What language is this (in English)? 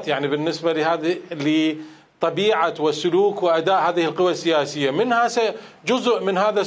Mesopotamian Arabic